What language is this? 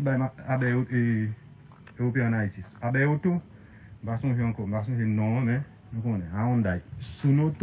Haitian Creole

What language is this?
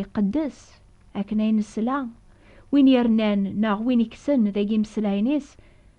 Kabyle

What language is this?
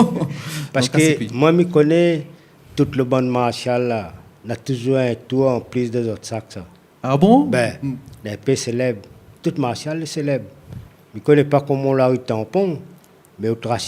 Réunion Creole French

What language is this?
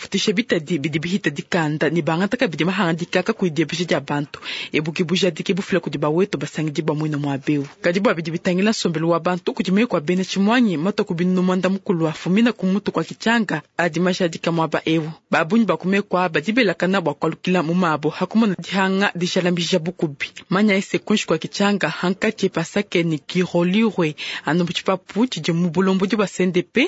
Luba-Lulua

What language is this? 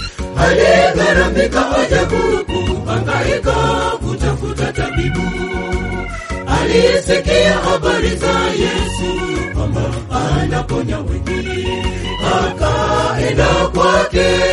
Swahili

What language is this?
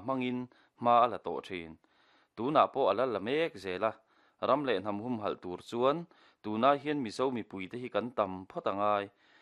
Mizo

